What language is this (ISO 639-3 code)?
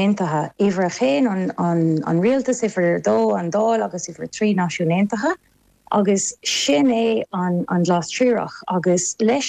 gle